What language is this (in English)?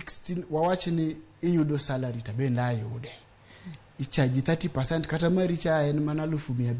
Luo (Kenya and Tanzania)